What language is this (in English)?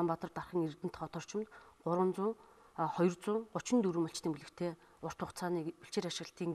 Mongolian